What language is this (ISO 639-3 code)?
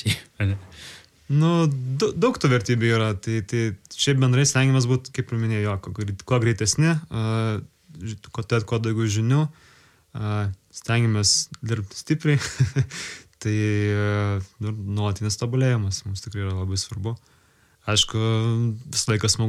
lit